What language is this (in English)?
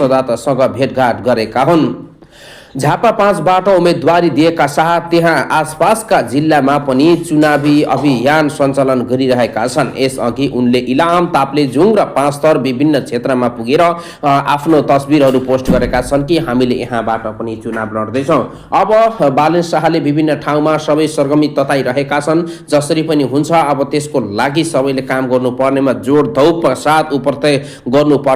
Nepali